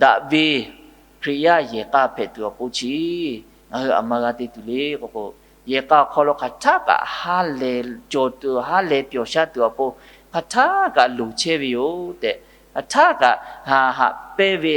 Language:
Lahu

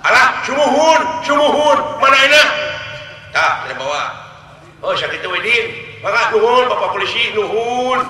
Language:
Sundanese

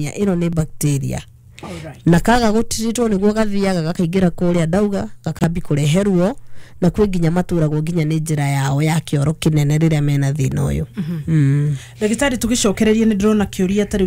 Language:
Kikuyu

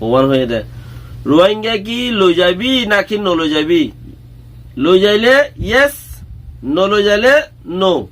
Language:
Rohingya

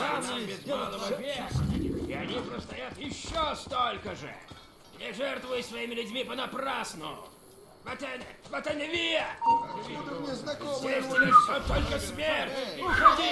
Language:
Russian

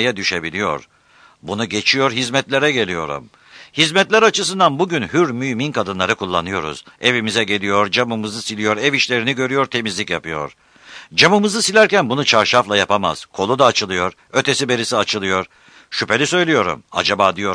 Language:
Turkish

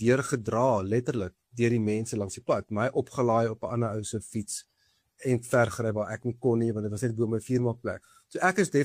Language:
Afrikaans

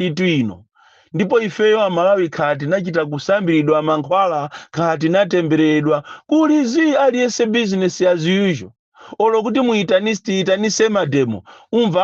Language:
Nyanja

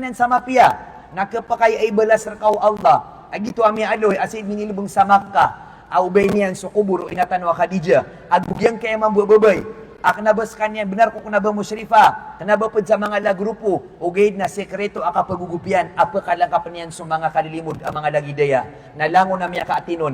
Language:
Maranao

